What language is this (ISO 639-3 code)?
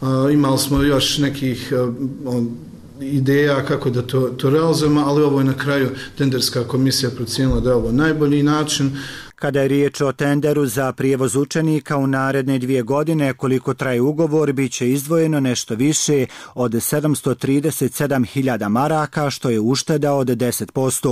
bos